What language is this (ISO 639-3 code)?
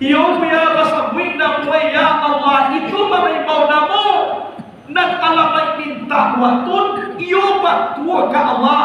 min